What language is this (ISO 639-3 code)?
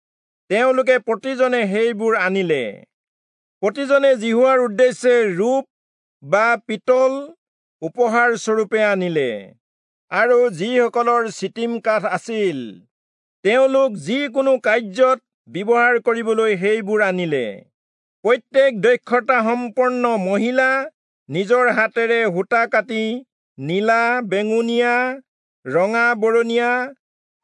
asm